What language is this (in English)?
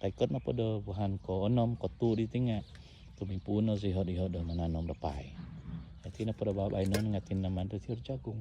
Central Dusun